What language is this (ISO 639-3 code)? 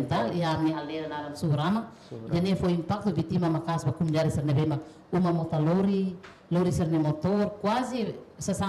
tet